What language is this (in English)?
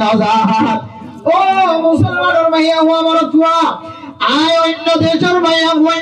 Rohingya